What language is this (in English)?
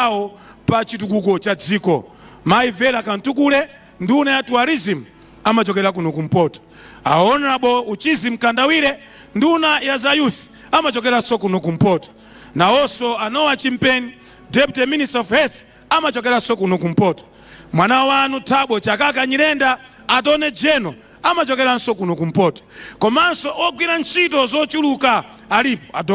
Nyanja